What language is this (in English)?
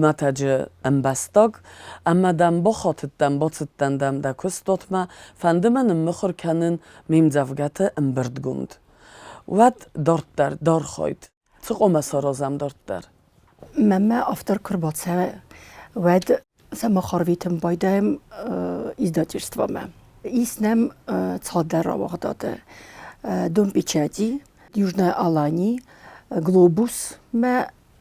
Ossetic